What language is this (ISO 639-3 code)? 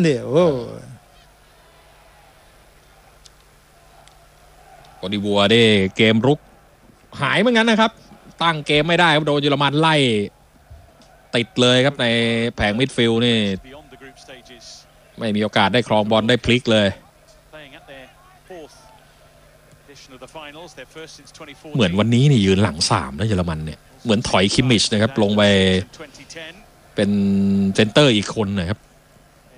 tha